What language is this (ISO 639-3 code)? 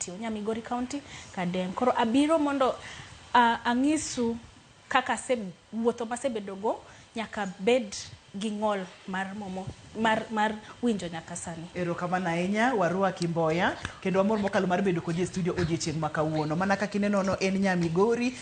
luo